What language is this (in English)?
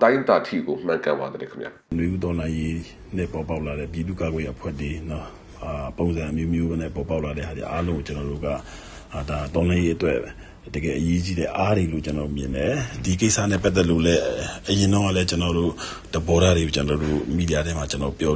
Burmese